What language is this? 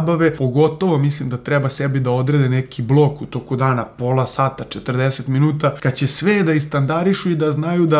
Serbian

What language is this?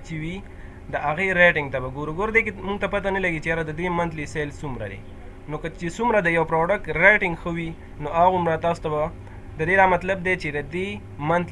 Pashto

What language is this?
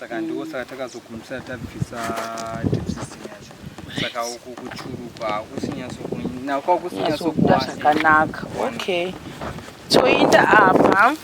Shona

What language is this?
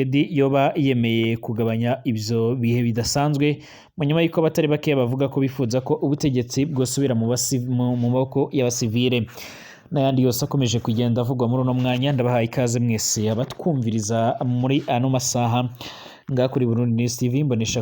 Rundi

